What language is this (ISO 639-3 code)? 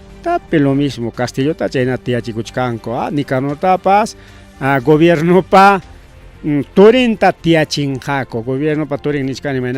quy